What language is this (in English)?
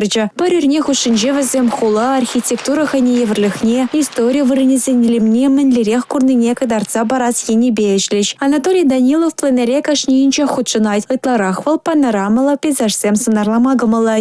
Chuvash